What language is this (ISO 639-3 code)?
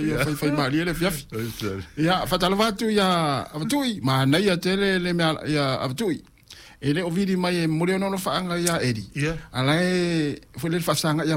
smo